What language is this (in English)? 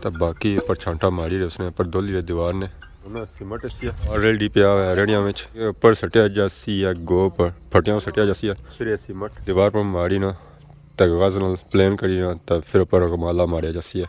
Pahari-Potwari